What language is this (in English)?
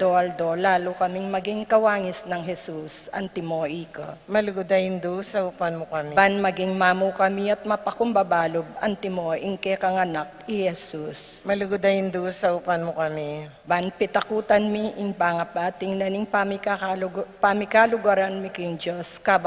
Pampanga